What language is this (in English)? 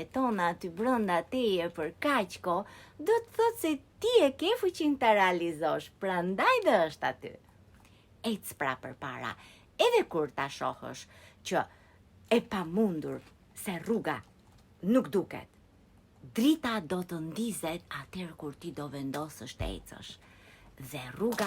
Albanian